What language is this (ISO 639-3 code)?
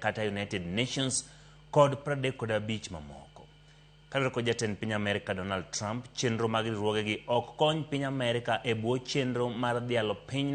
luo